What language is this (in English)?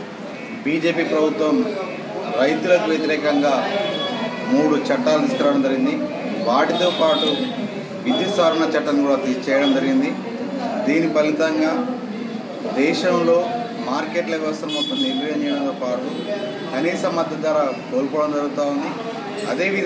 Telugu